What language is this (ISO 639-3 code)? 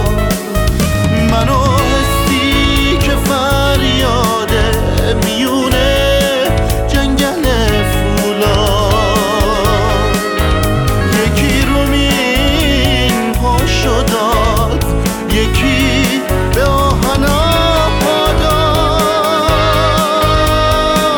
fas